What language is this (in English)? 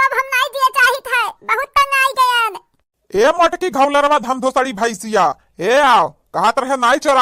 Awadhi